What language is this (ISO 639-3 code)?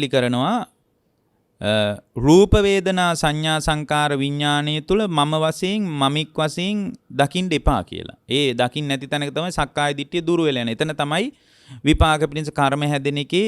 sin